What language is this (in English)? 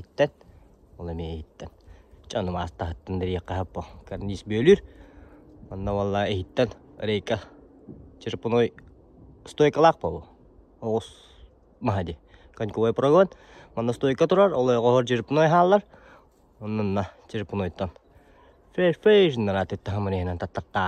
Yakut